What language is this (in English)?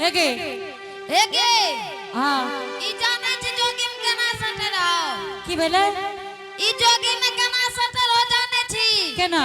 Angika